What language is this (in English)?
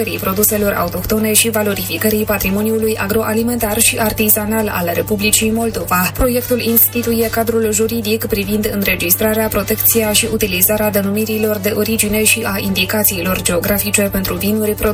Romanian